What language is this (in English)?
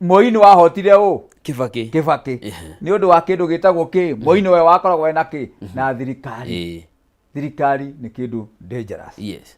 Kikuyu